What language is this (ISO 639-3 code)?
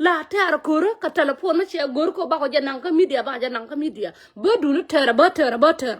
nus